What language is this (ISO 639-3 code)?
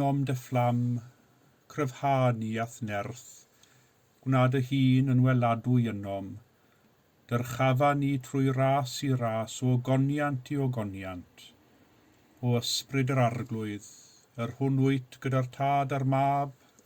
cym